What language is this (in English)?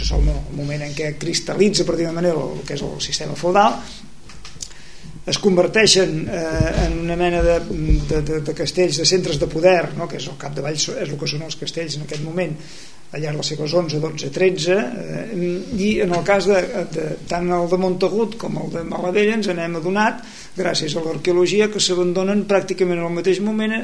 Catalan